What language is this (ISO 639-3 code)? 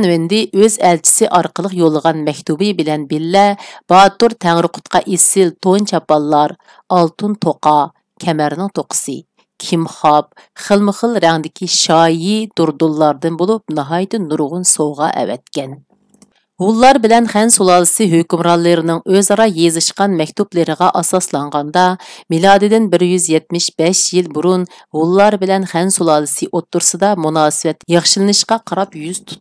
uig